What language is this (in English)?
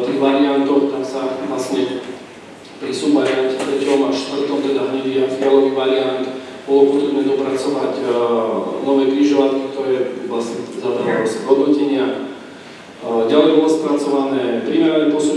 Slovak